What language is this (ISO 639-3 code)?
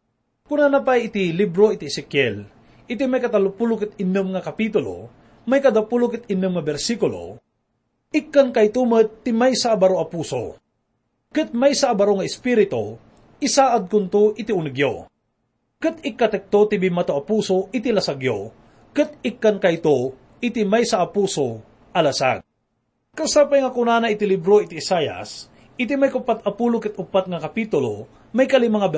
ilo